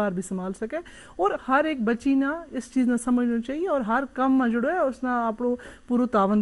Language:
Gujari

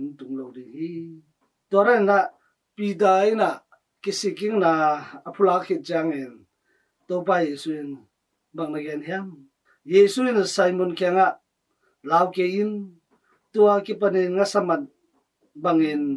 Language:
Tedim Chin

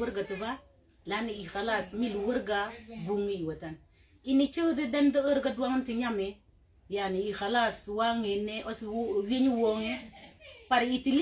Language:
Mabaan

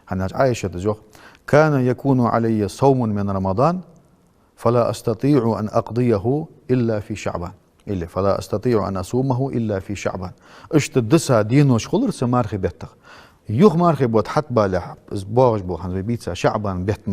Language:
Ingush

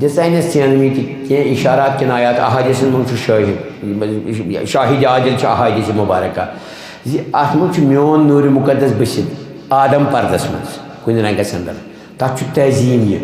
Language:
Kashmiri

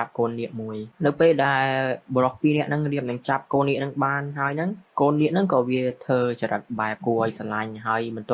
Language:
Khmer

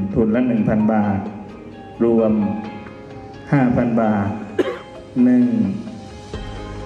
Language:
Thai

